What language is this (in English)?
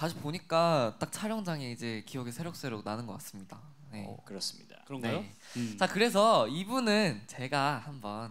Korean